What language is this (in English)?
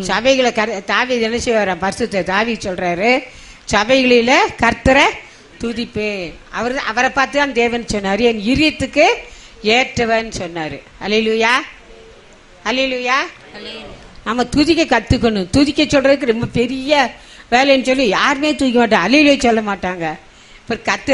Tamil